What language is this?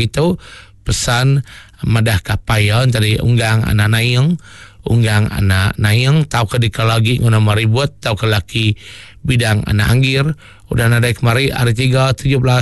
Iban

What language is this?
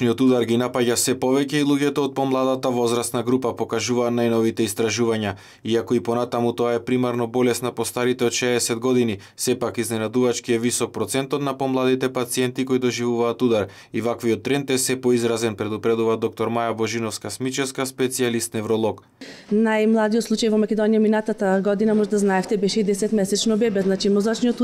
Macedonian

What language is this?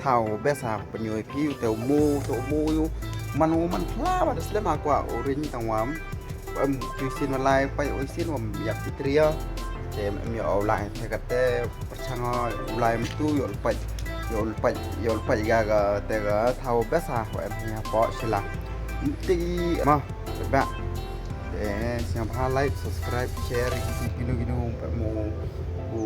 Khasi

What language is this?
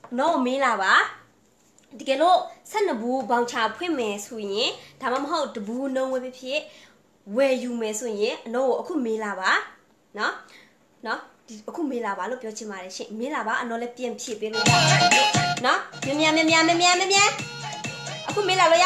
Burmese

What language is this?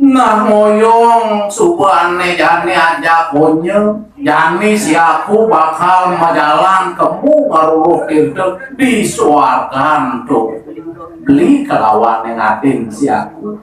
Balinese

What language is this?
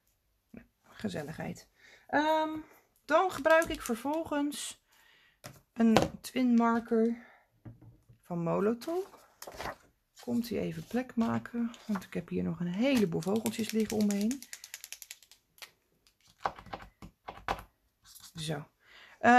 Dutch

